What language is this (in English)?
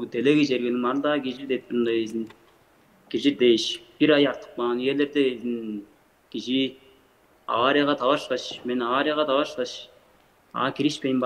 Tuvinian